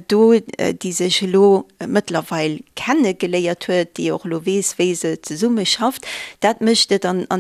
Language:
Luxembourgish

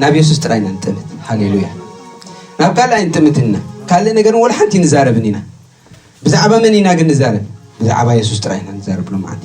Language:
Tigrinya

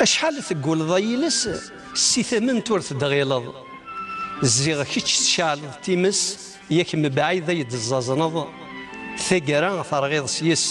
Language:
Kabyle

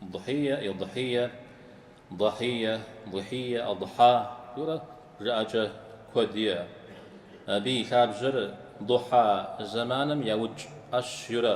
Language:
Kabardian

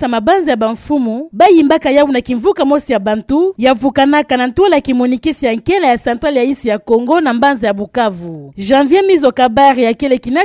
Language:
Kituba (Democratic Republic of Congo)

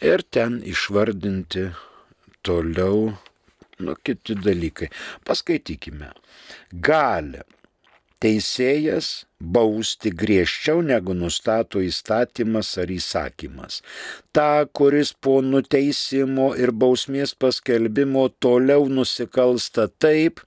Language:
Lithuanian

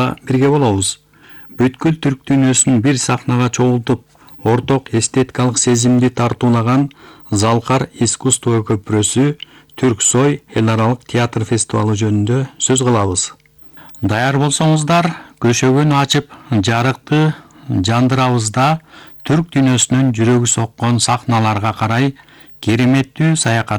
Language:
Kyrgyz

